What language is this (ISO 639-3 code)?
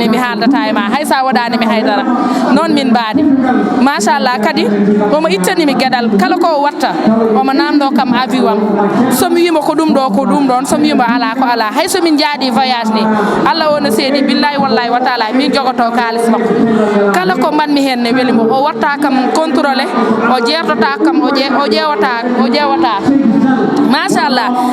ful